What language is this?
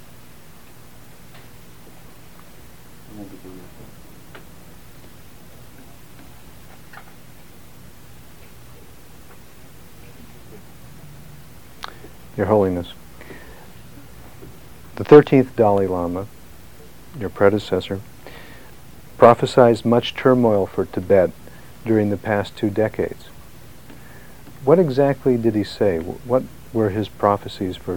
English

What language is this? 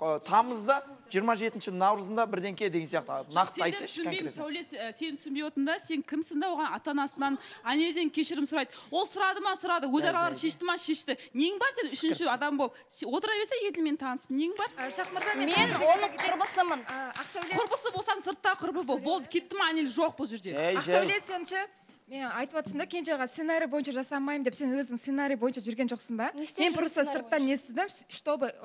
Kazakh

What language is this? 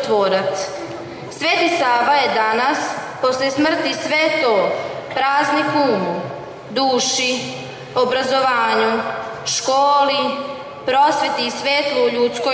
Serbian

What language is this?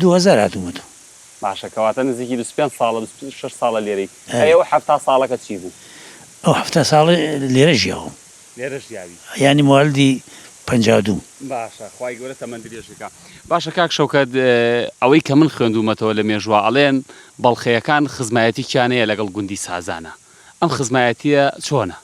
Central Kurdish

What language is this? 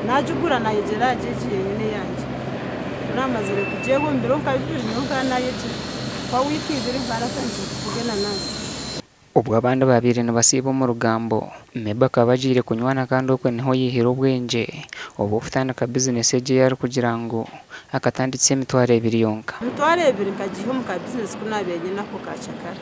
Nyankole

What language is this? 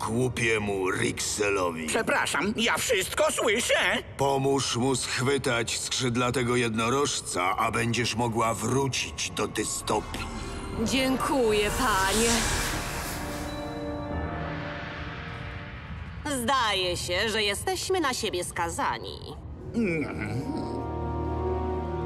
Polish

